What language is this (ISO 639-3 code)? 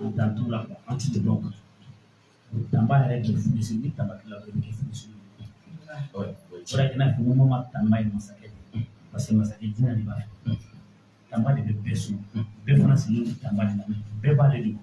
bam